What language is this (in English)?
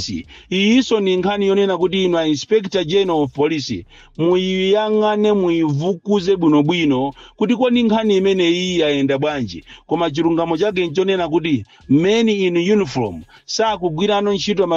Nyanja